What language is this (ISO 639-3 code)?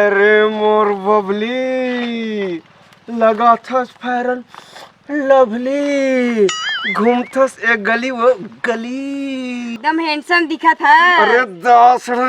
hne